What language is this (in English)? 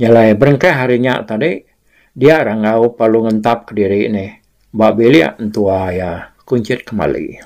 Iban